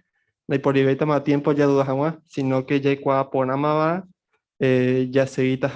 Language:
Guarani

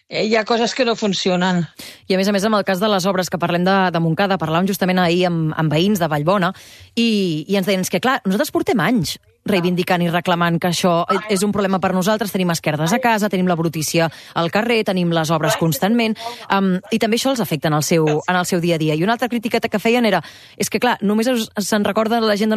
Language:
Catalan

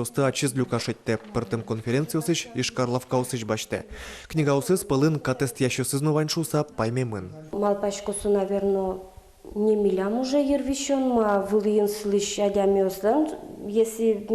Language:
Udmurt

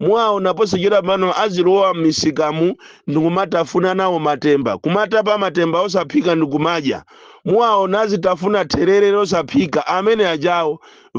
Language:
Nyanja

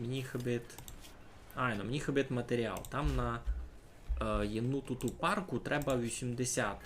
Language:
Rusyn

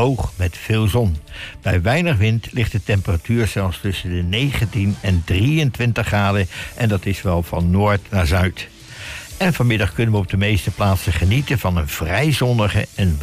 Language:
Dutch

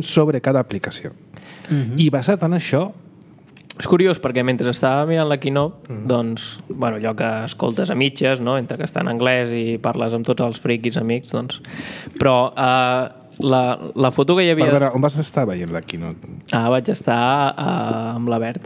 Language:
Catalan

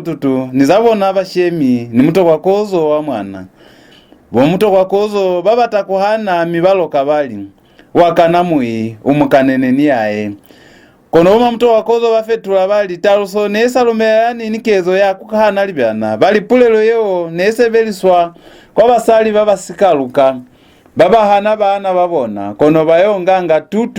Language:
Lozi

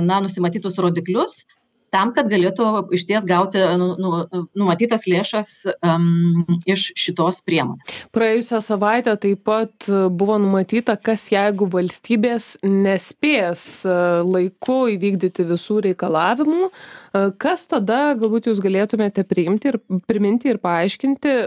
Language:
Lithuanian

